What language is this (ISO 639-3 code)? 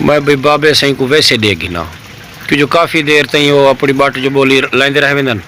skr